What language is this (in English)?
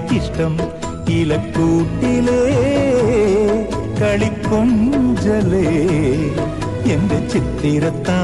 Malayalam